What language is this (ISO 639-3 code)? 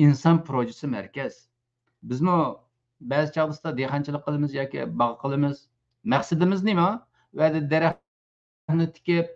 uig